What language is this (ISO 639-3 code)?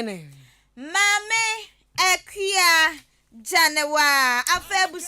aka